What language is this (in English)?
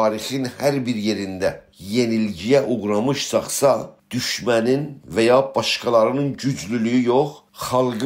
South Azerbaijani